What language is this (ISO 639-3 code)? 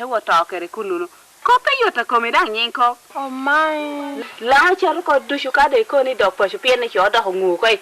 laj